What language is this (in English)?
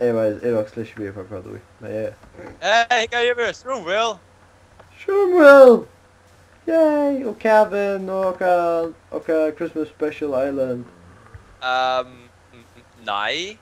Faroese